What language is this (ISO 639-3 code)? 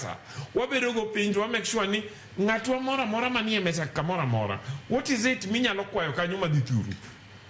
luo